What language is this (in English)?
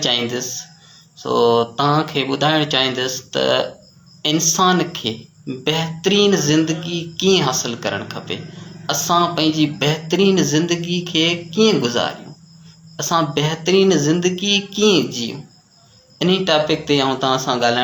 Sindhi